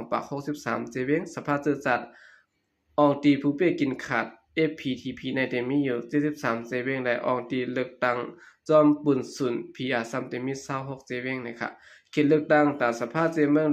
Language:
Shan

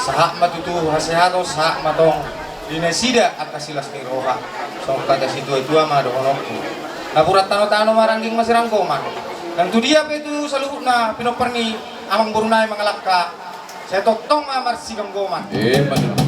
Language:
Batak Toba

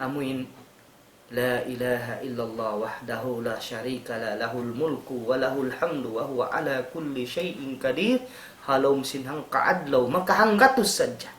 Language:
Tausug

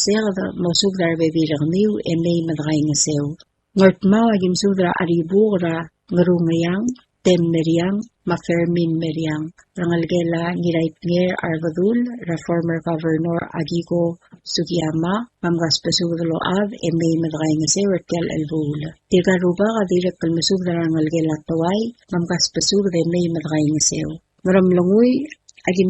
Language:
Palauan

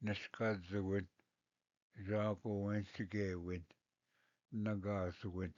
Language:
Ojibwa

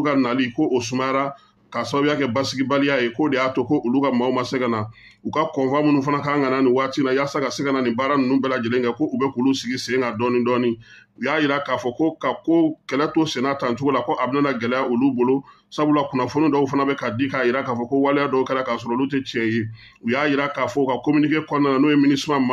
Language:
Bambara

